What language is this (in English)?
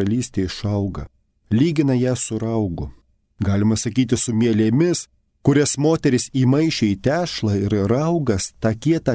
Lithuanian